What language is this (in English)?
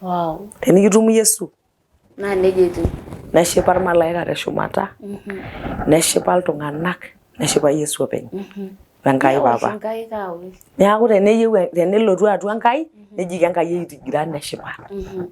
Masai